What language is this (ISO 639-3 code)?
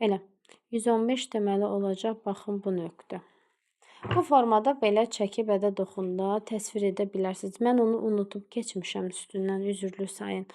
aze